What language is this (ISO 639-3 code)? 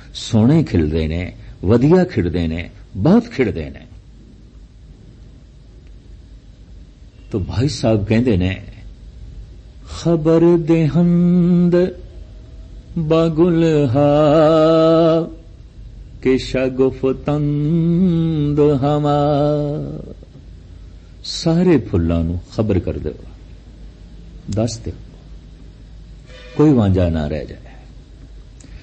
pan